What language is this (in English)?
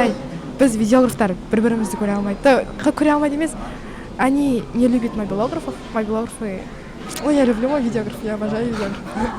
Kazakh